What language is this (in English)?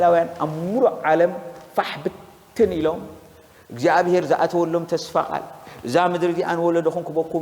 Tigrinya